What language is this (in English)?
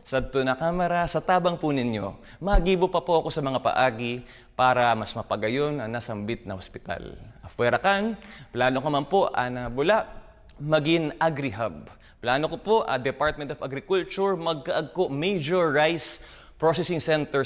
Bikol